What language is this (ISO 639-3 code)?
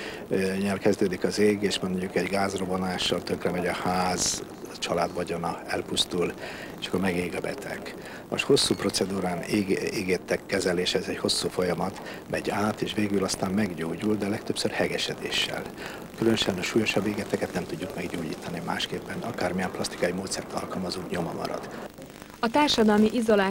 hun